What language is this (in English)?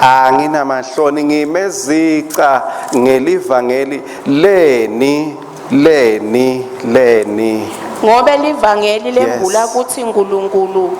Swati